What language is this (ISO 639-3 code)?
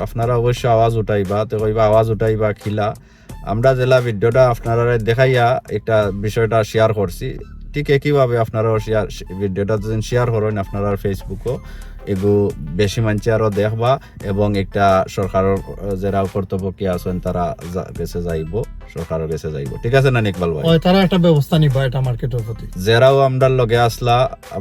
syl